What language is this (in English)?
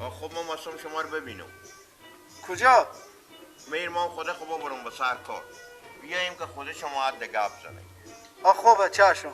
Persian